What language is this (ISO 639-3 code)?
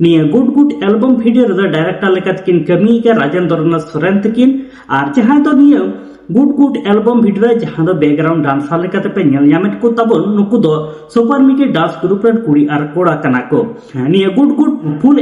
sat